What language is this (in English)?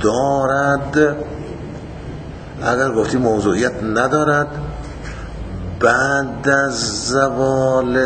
Persian